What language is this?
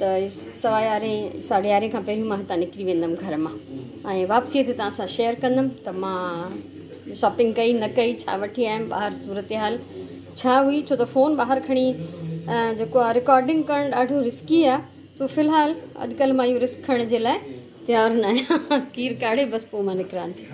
Sindhi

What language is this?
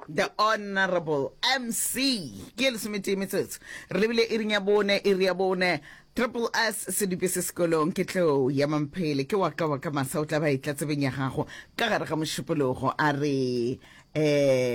Northern Sotho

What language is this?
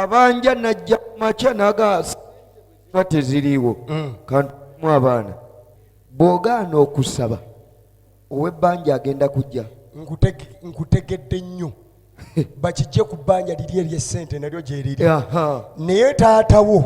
Ganda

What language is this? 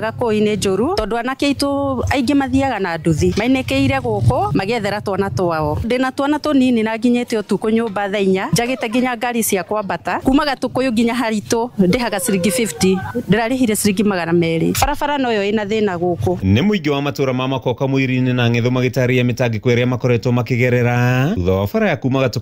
Kikuyu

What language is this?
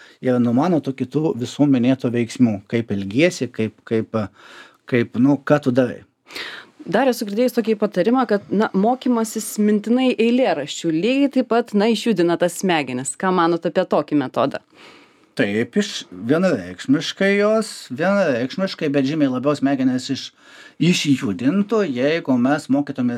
Lithuanian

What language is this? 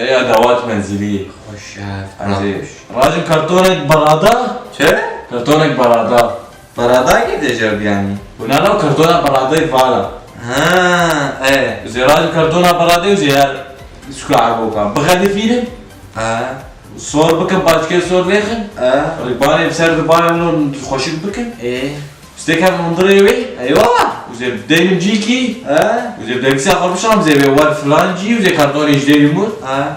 Kurdish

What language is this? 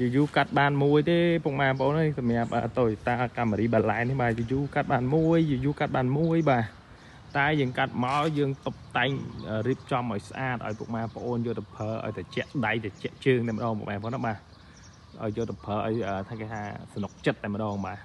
Khmer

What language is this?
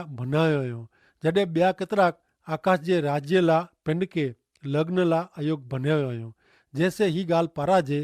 Kachhi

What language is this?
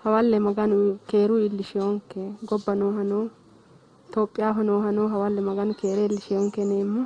Sidamo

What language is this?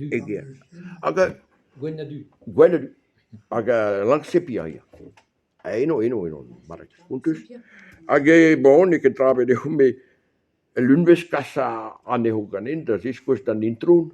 Breton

